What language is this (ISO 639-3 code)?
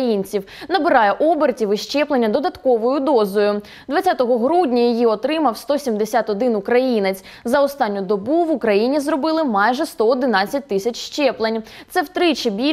ukr